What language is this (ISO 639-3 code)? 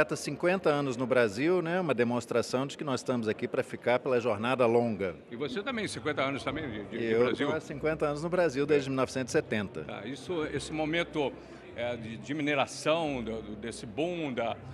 por